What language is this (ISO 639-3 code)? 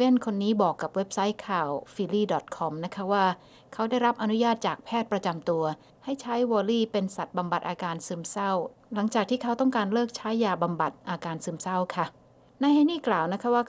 tha